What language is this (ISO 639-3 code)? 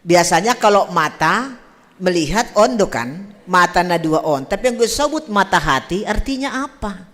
bts